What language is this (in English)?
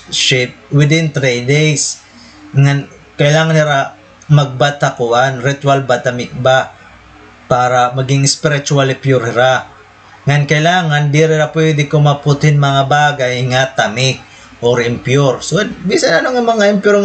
Waray